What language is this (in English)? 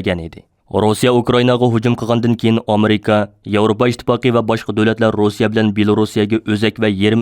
Uyghur